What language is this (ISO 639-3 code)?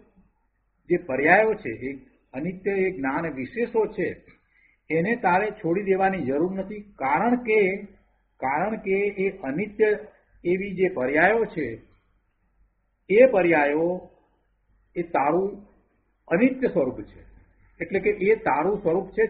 guj